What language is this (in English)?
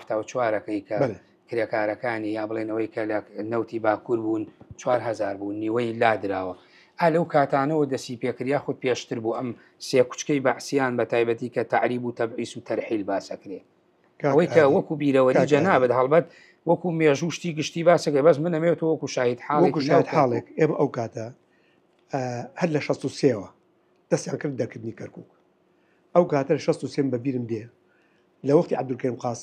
Central Kurdish